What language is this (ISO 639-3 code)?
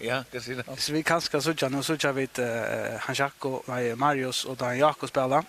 fao